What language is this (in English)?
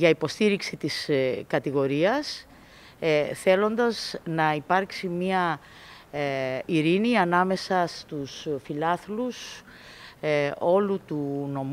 Greek